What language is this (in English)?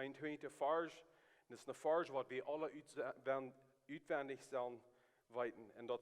Plautdietsch